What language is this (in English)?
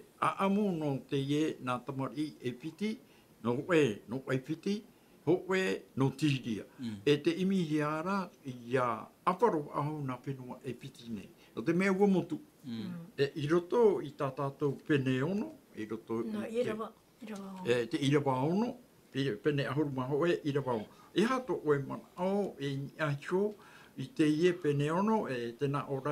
Tahitian